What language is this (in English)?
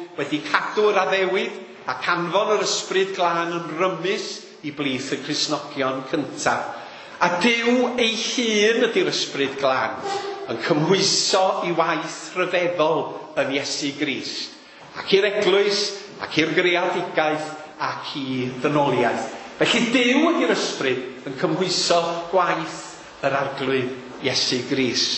Welsh